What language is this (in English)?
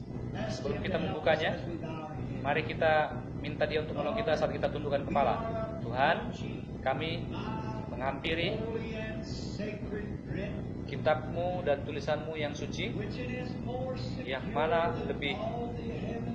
Indonesian